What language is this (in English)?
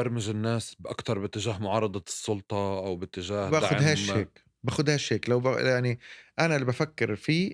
North Levantine Arabic